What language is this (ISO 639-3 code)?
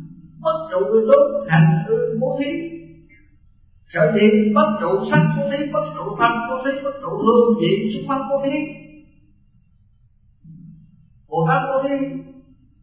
vie